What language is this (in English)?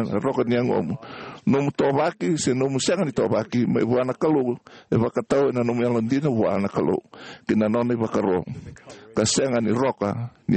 Fijian